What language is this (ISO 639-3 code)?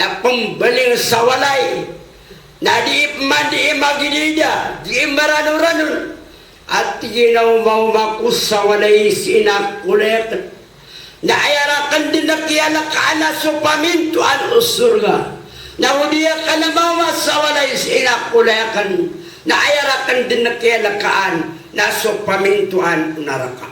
mrw